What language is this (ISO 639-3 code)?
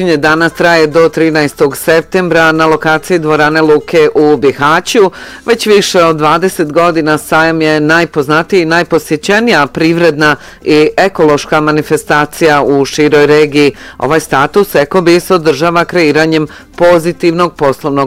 bos